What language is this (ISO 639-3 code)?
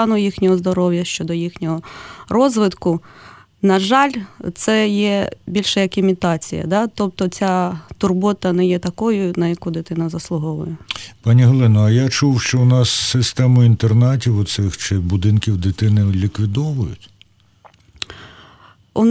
ukr